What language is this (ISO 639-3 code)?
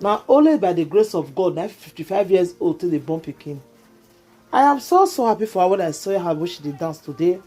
pcm